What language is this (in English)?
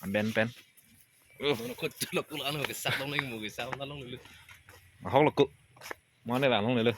Karbi